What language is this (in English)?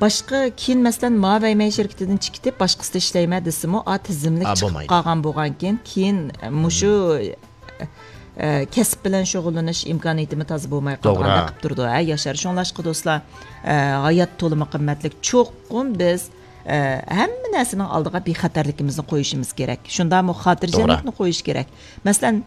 Uyghur